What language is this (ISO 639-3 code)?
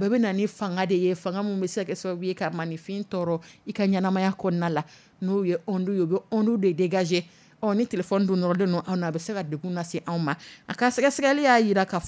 dyu